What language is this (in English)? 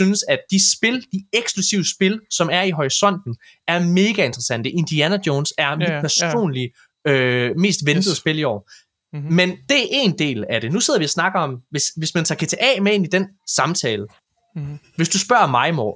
Danish